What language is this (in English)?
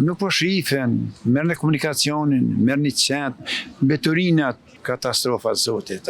Albanian